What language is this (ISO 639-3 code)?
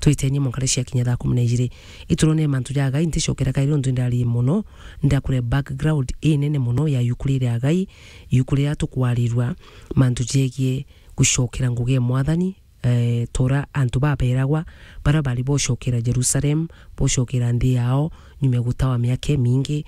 mer